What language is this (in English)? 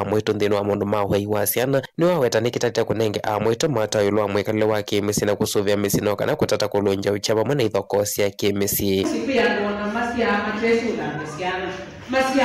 Kamba